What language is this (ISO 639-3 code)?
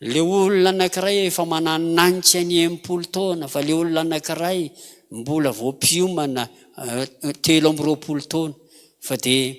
mlg